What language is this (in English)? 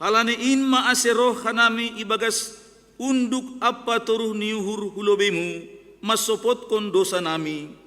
Batak Simalungun